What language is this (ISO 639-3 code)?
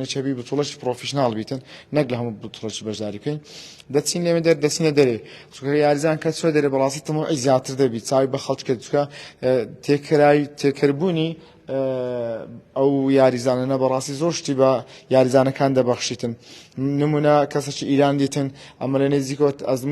ckb